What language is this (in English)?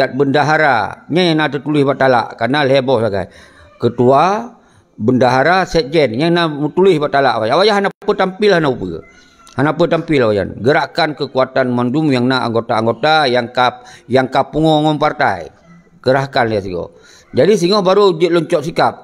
Achinese